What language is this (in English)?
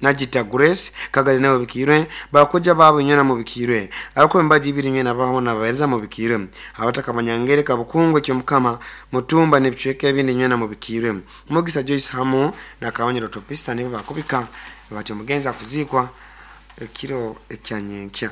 Nyoro